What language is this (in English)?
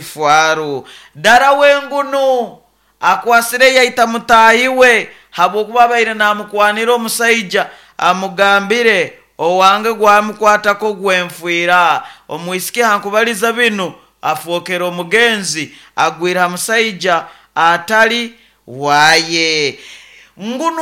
Nyoro